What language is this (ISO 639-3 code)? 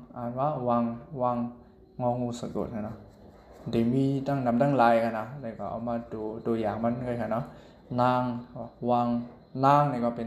shn